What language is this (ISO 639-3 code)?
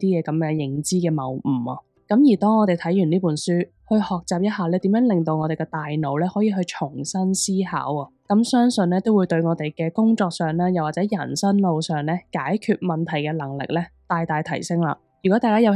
yue